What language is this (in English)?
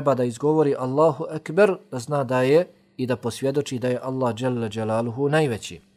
Bosnian